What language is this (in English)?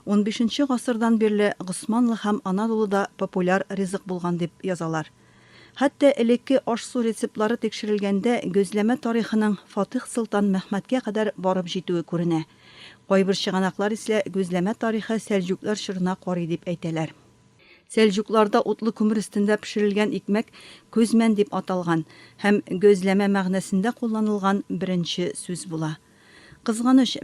Tatar